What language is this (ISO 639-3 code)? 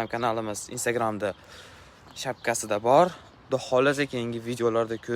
uzb